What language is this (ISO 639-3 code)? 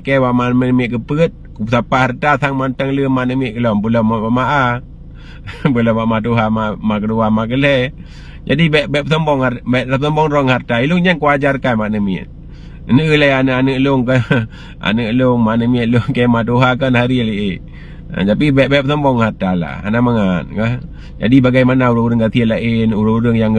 ace